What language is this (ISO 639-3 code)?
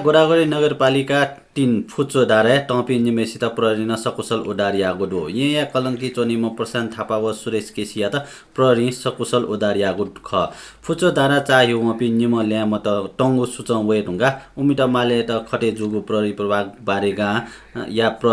new